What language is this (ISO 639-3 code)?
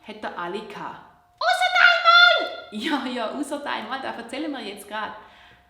gsw